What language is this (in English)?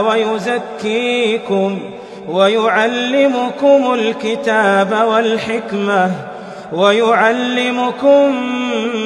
Arabic